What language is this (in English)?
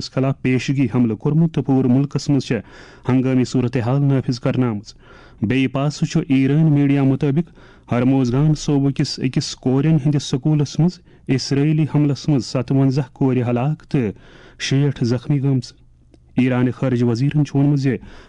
Kashmiri